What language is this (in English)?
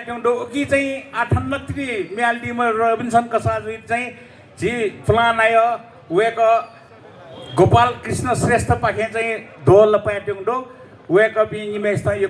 Newari